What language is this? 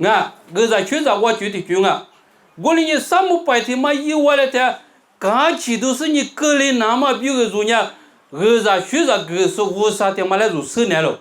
Lisu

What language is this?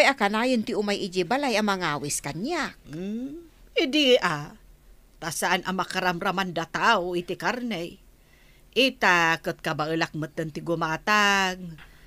Iloko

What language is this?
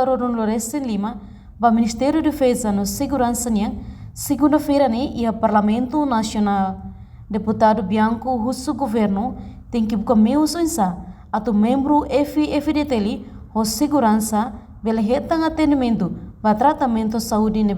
Tetum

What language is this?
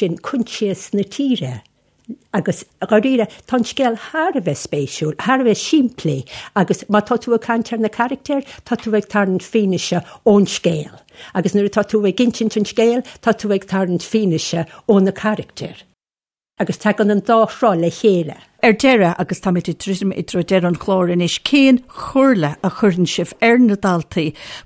Irish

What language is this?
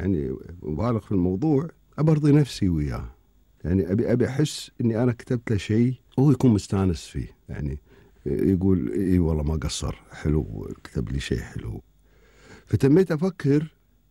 Gulf Arabic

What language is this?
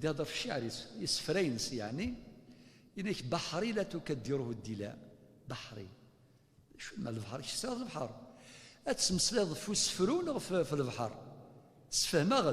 Kabyle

